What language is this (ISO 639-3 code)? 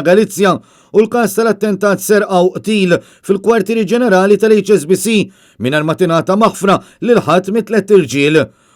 mlt